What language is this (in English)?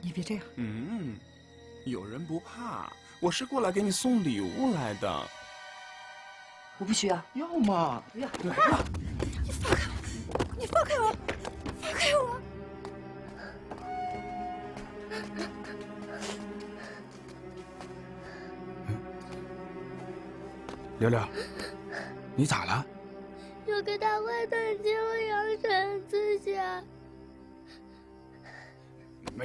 Chinese